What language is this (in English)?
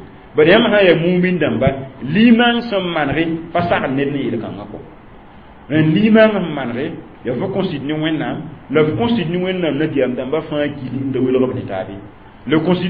Mossi